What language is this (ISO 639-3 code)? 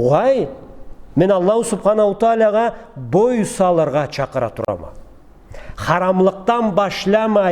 krc